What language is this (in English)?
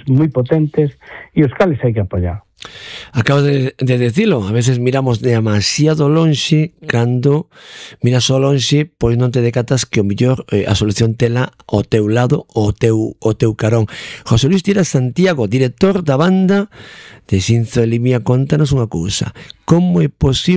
Galician